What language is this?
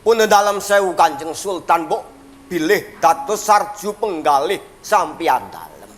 Javanese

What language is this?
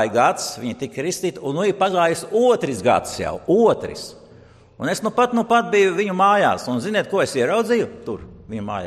Latvian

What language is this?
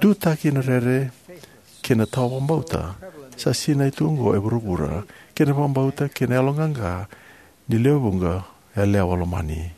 Fijian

